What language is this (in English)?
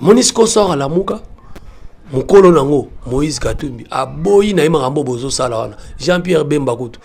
Lingala